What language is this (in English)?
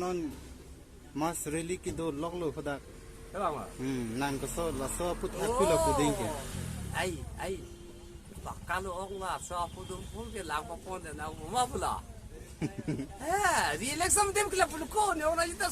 Karbi